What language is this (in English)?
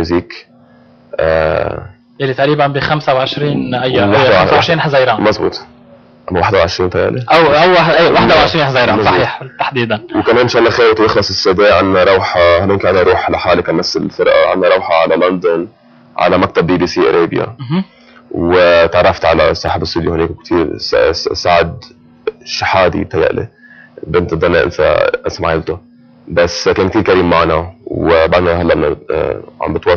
North Levantine Arabic